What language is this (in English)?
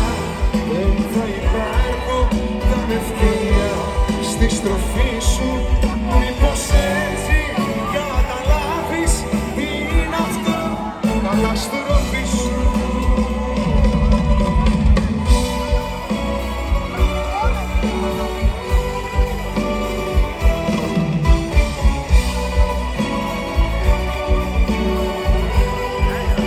Greek